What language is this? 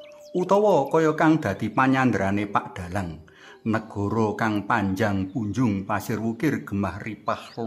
Javanese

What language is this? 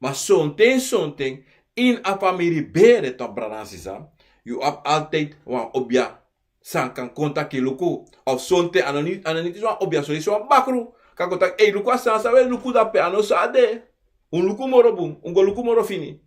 Sranan Tongo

